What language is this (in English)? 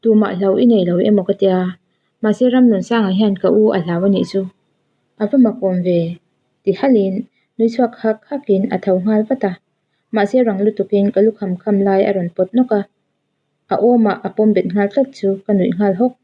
Mizo